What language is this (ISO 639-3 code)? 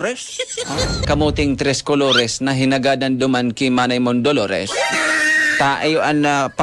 bik